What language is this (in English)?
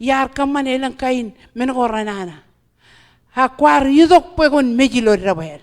Marshallese